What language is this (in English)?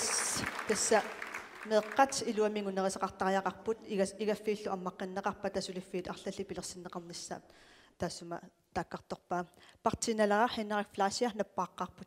Kalaallisut